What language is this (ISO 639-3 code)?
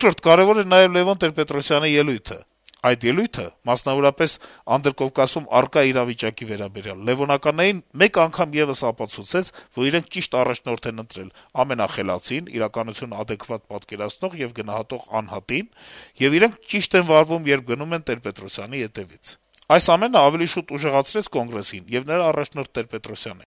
hye